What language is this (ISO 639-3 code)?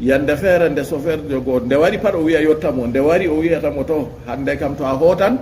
ful